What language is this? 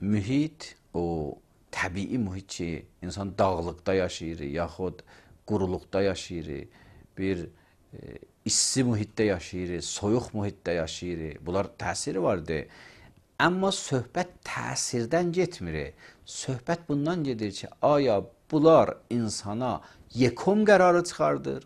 Azerbaijani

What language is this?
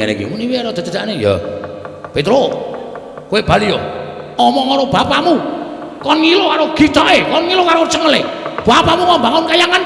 Javanese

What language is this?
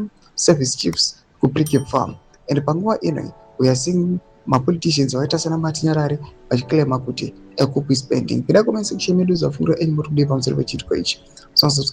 Shona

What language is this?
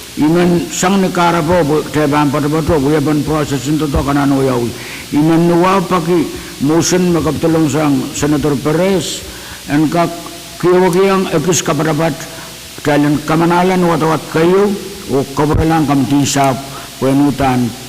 Pohnpeian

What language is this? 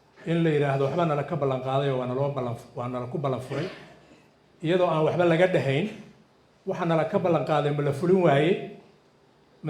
Somali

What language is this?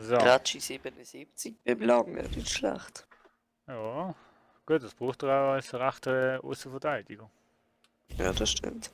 Swiss German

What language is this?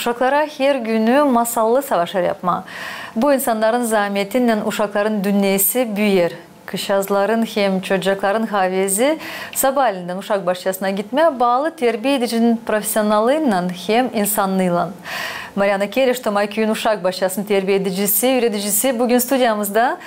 Gagauz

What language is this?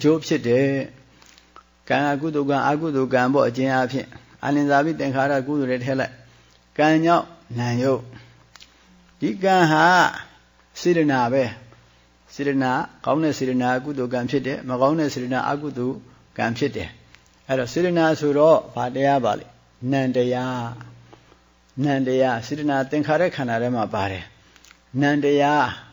Burmese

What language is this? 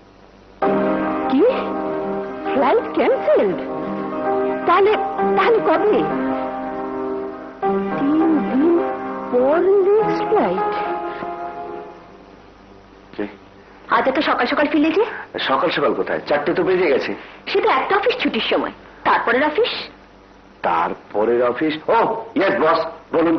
Bangla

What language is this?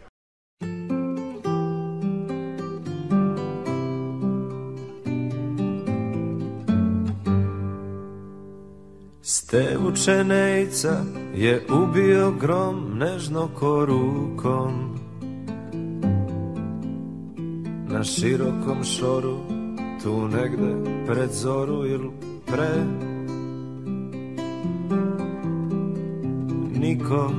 Serbian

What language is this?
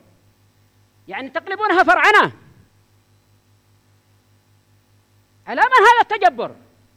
Arabic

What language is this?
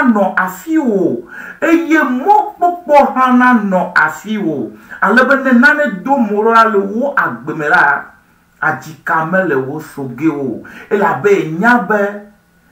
Ewe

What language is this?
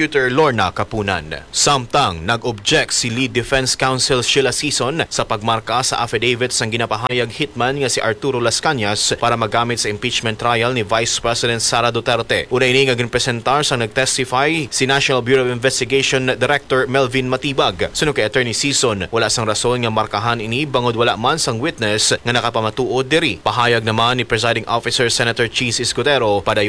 Hiligaynon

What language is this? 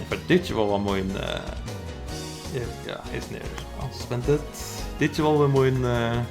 Faroese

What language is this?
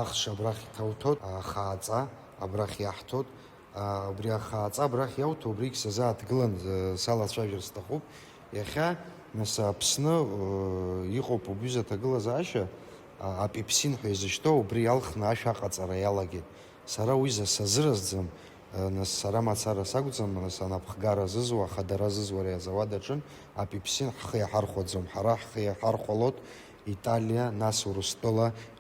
Abkhazian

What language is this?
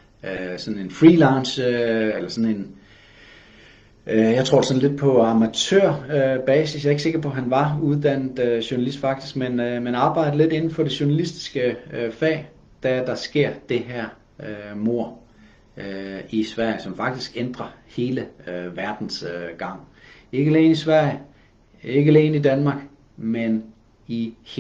Danish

